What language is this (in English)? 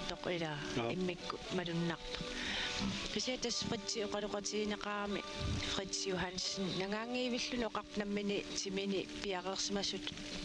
Kalaallisut